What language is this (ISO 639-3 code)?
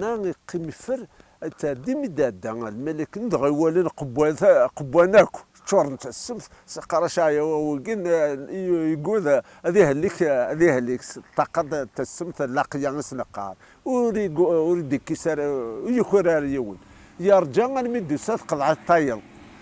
kab